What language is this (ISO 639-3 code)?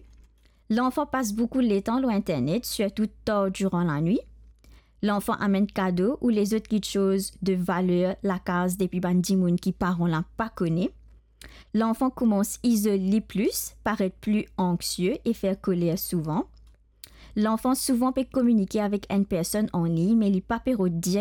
mfe